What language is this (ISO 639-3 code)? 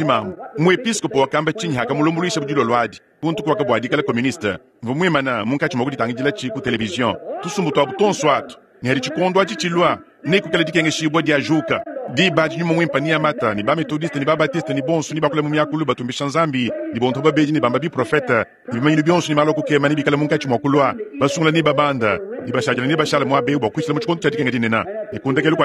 lua